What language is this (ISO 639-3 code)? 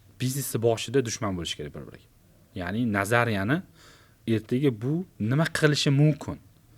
uzb